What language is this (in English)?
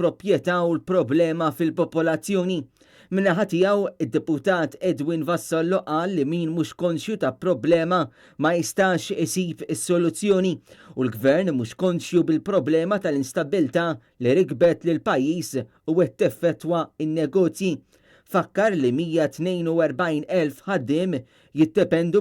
Maltese